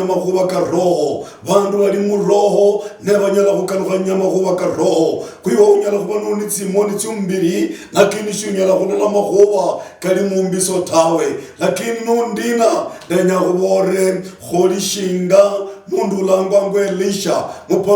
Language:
Luyia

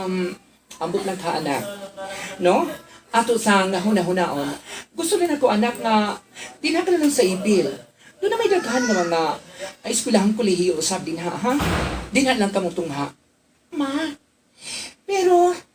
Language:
Cebuano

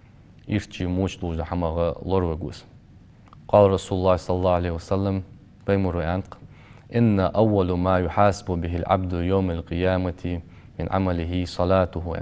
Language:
Ingush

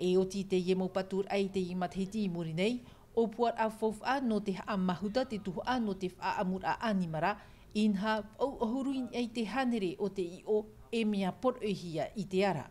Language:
Tahitian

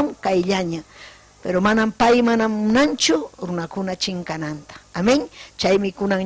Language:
Ayacucho Quechua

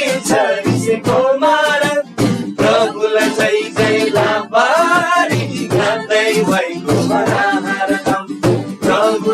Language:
Eastern Tamang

